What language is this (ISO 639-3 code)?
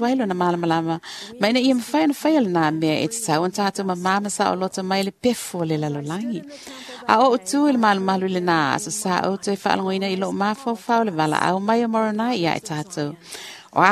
smo